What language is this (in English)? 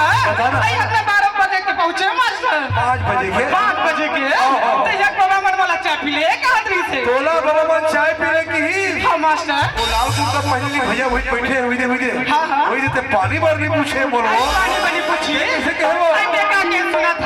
Chhattisgarhi